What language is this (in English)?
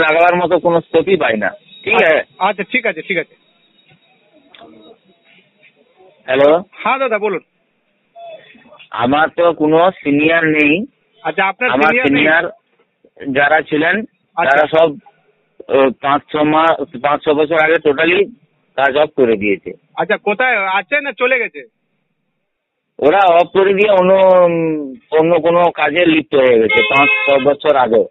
Bangla